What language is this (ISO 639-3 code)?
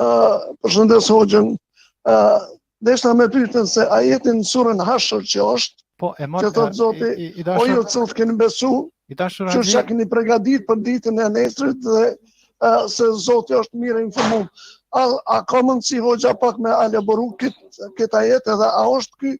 sqi